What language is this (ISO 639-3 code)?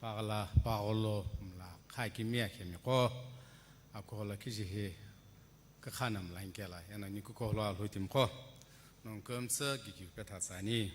nsm